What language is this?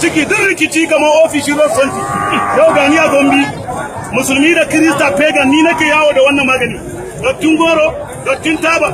Hausa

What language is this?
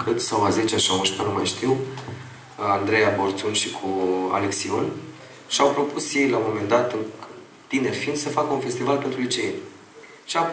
Romanian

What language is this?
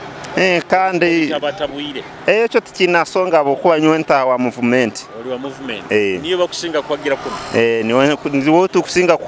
Nyoro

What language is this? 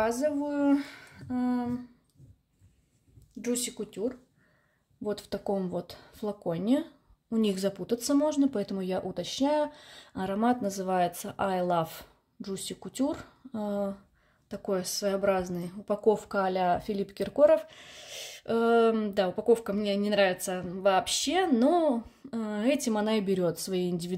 Russian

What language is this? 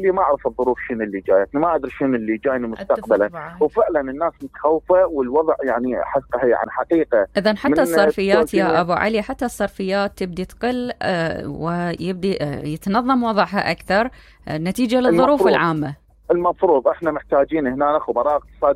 Mesopotamian Arabic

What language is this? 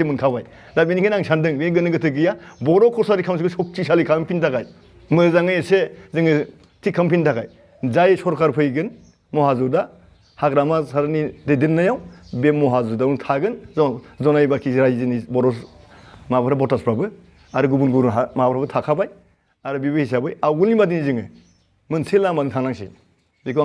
Bodo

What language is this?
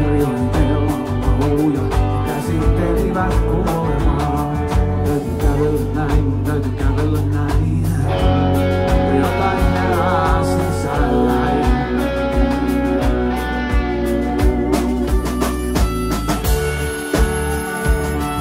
Finnish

